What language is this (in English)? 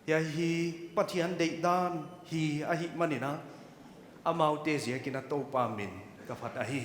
Paite Chin